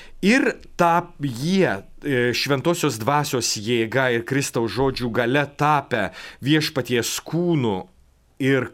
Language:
Lithuanian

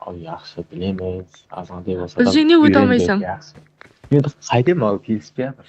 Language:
Kara-Kalpak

